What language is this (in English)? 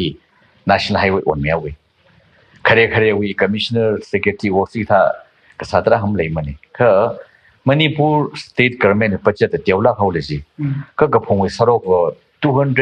Tangkhul Naga (India)